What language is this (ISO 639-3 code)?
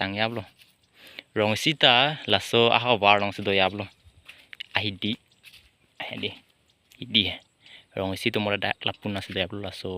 mjw